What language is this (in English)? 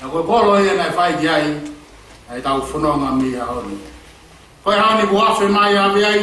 Tongan